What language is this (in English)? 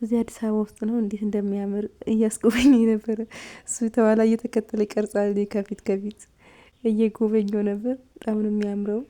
Amharic